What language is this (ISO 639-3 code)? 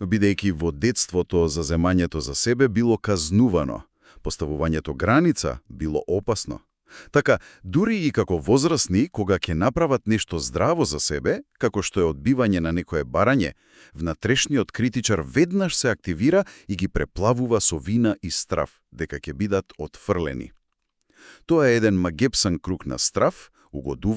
mkd